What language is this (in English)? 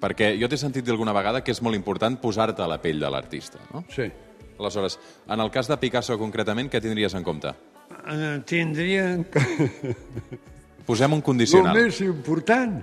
Catalan